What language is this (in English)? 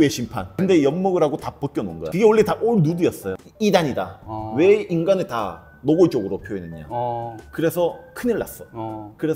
Korean